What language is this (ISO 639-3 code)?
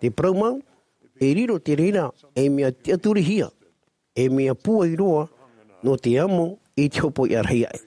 tah